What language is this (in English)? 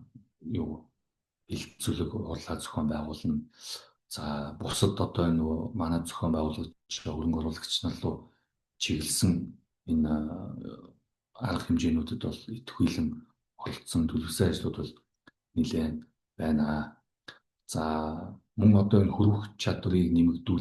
Mongolian